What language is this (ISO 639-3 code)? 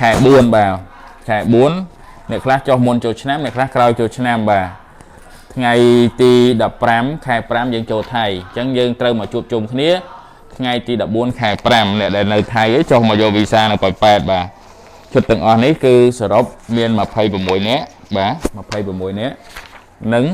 khm